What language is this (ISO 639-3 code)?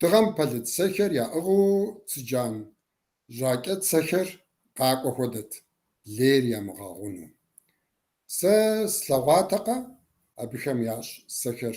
kbd